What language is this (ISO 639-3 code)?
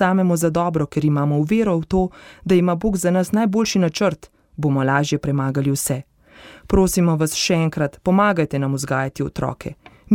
slv